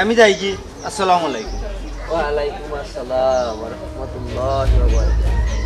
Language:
Sylheti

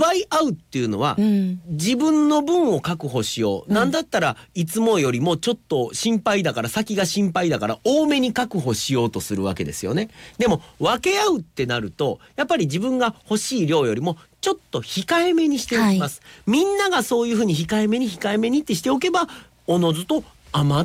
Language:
Japanese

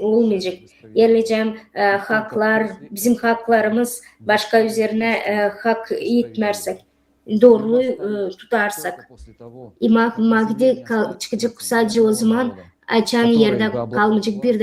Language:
Gagauz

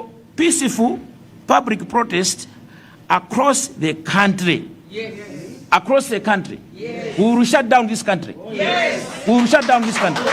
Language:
Nyanja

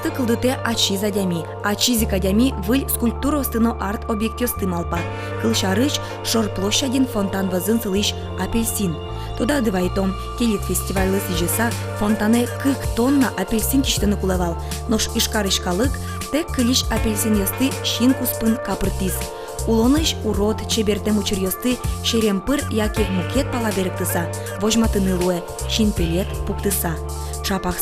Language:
Udmurt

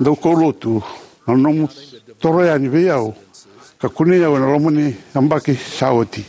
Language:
Fijian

